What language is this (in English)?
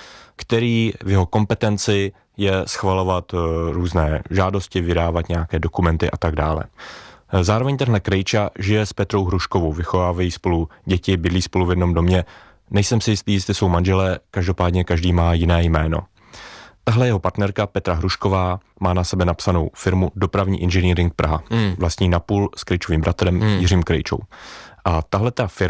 Czech